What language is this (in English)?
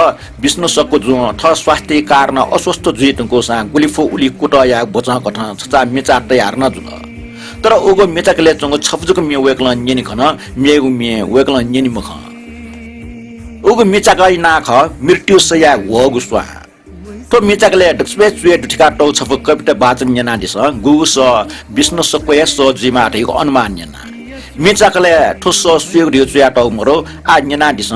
Newari